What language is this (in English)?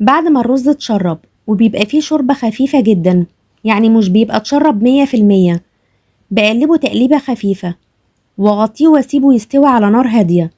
Egyptian Arabic